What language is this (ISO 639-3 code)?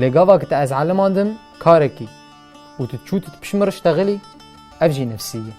kur